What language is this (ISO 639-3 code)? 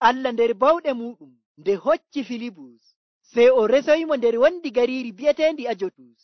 fuv